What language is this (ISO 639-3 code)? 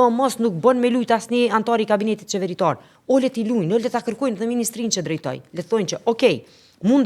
sqi